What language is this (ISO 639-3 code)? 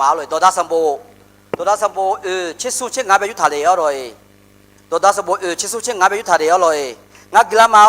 ahk